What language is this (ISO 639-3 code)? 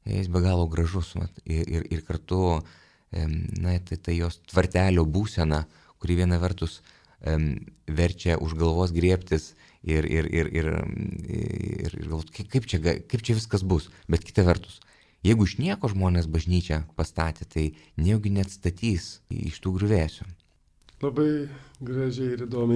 lit